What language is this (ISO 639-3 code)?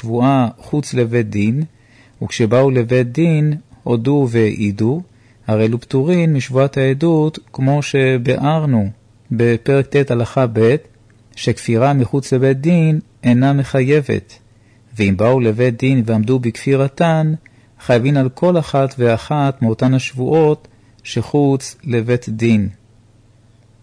heb